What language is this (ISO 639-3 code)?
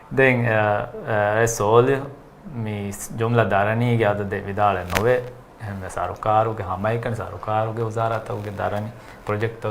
div